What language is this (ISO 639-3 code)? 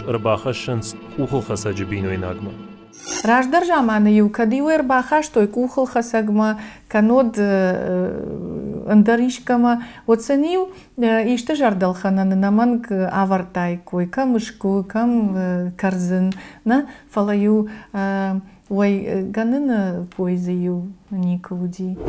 oss